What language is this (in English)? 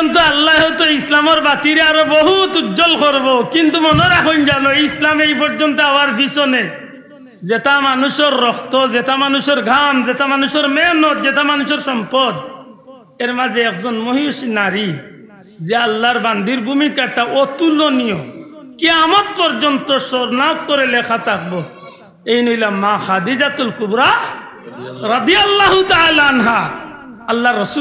Sylheti